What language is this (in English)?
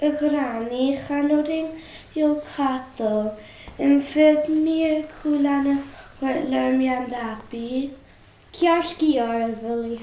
Scottish Gaelic